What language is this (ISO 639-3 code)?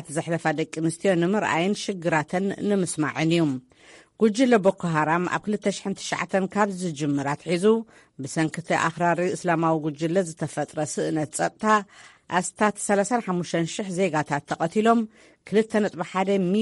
tir